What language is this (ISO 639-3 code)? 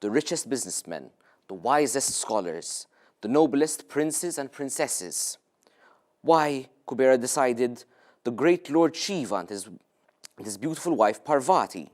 eng